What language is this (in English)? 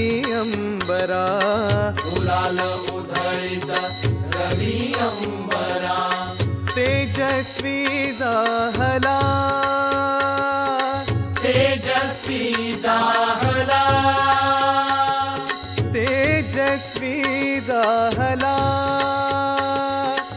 Marathi